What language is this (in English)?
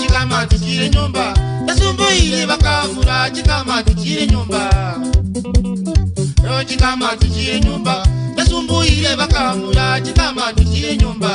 Gusii